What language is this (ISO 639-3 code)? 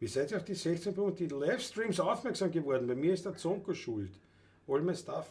bar